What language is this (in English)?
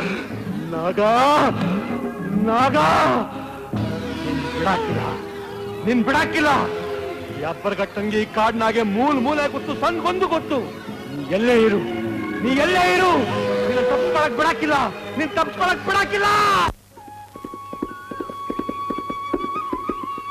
Kannada